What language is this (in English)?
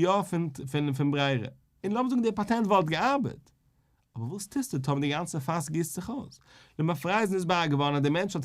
Yiddish